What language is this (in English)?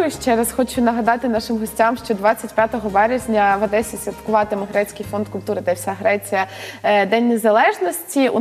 Ukrainian